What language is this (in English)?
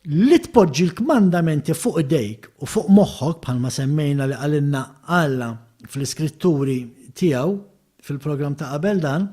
Maltese